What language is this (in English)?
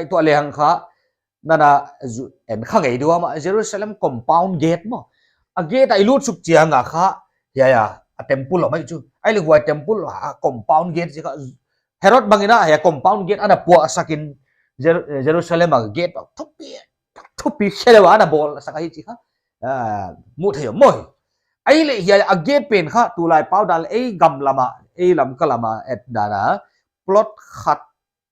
Paite Chin